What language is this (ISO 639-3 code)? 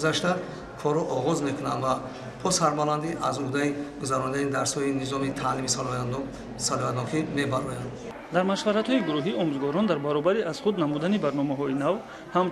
tgk